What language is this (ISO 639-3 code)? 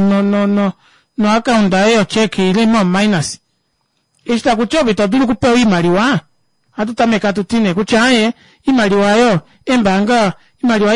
kua